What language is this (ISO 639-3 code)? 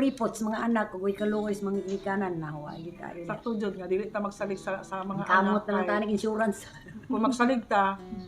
ceb